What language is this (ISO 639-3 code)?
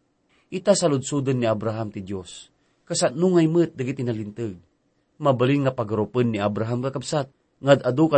ilo